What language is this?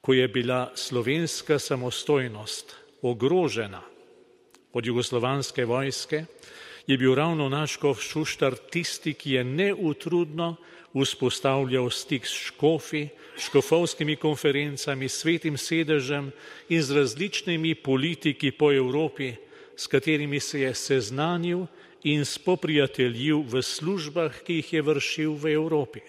Slovenian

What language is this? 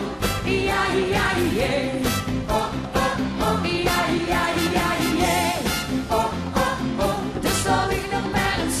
Limburgish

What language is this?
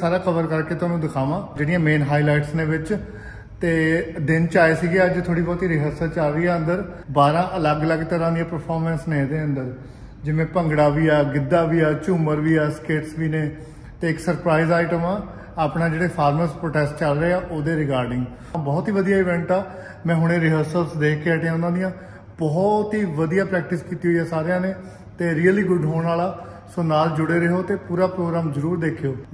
Punjabi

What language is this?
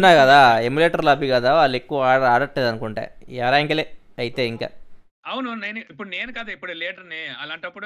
Telugu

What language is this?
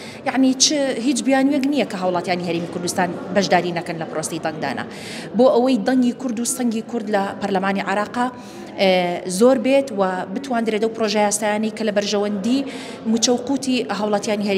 Central Kurdish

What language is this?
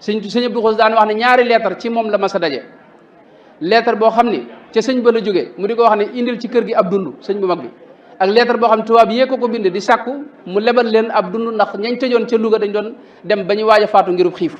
Wolof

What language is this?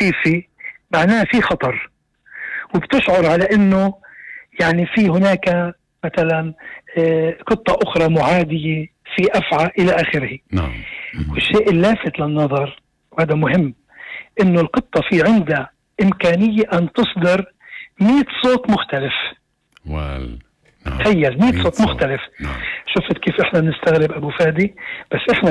North Levantine Arabic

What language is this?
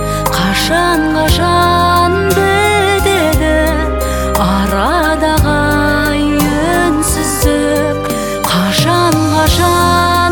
Kazakh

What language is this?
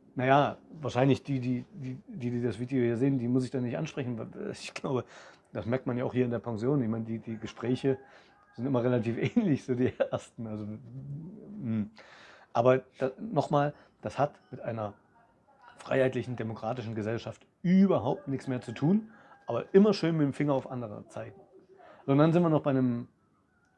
German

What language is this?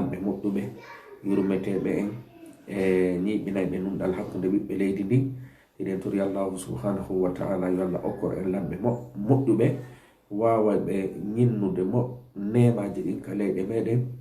Fula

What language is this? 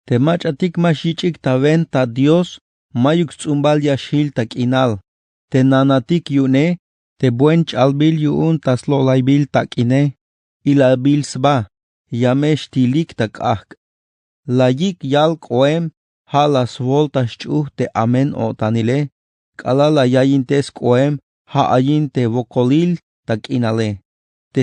Tzeltal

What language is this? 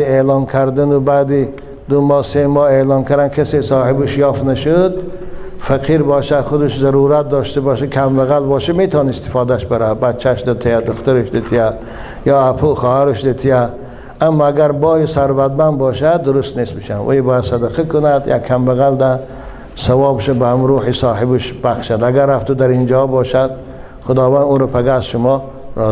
Tajik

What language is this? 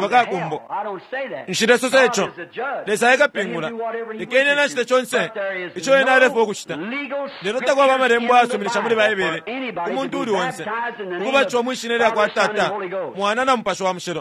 Bemba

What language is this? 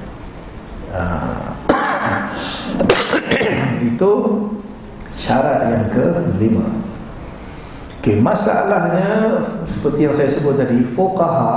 Malay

